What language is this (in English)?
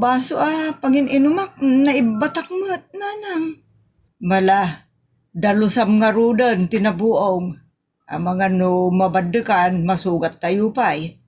Iloko